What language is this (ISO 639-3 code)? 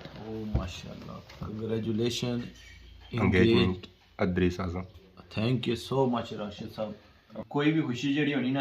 phr